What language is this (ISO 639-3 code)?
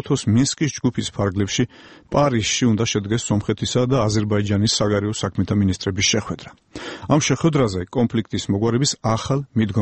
kat